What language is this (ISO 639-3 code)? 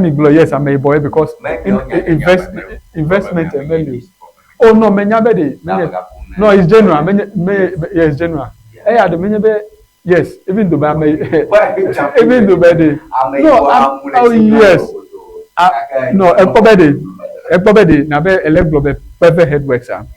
ewe